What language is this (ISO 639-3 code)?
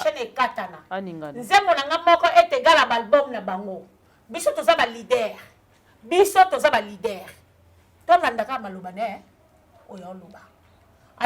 lin